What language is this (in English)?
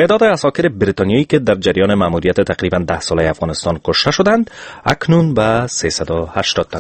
Persian